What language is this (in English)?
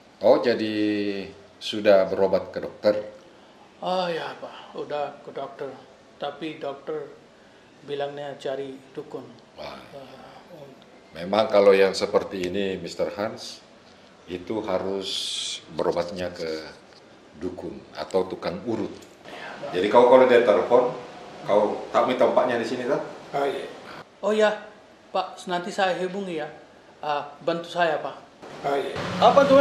Makassar Malay